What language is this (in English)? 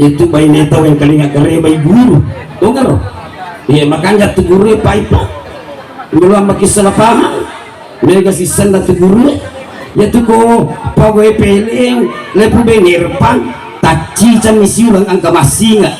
Buginese